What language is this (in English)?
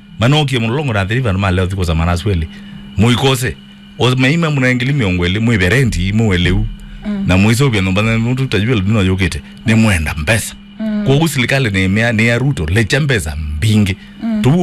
Kamba